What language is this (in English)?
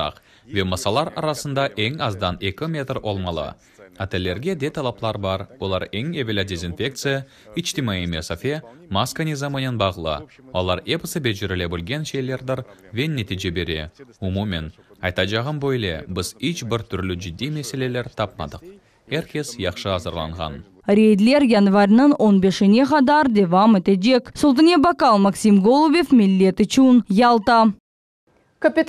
Crimean Tatar